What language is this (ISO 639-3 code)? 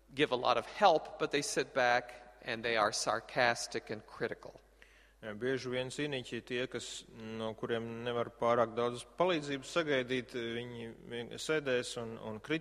lav